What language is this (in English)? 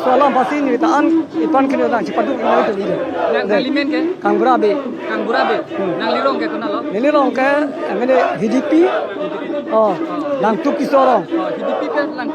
Karbi